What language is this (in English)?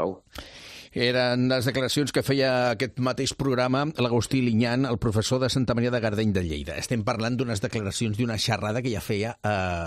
Catalan